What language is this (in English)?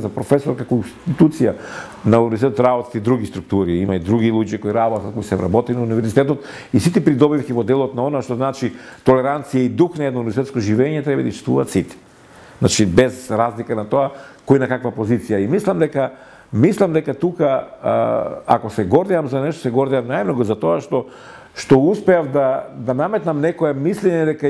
Macedonian